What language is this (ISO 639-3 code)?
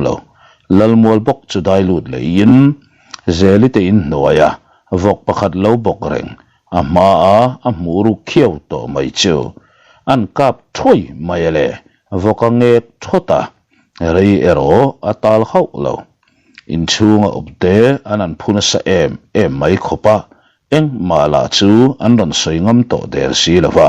lus